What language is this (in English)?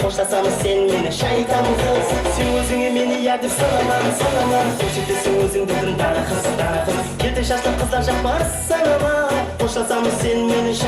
Kara-Kalpak